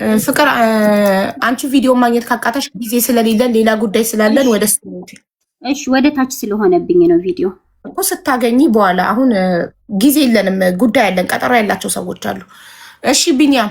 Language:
Amharic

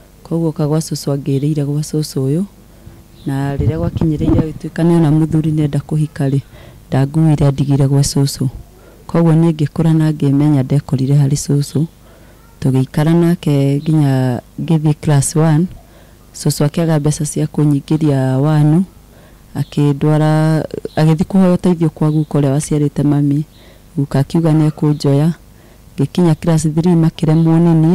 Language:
Kikuyu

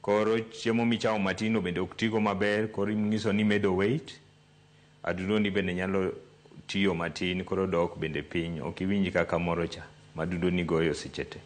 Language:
Luo (Kenya and Tanzania)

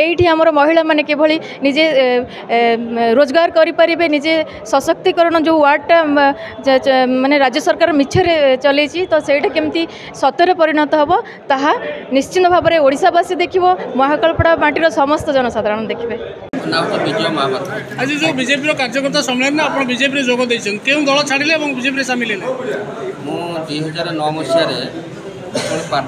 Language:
Odia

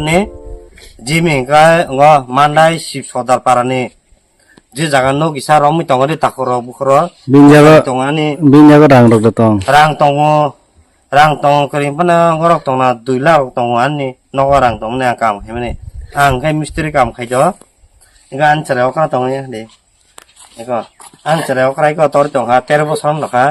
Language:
Kok Borok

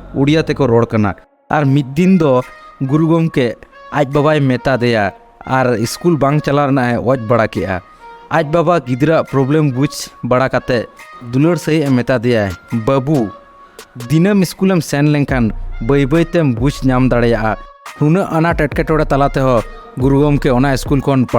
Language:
Santali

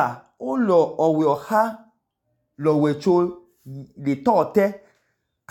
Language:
Idoma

